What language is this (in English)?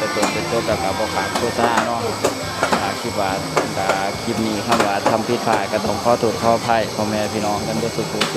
Northeastern Thai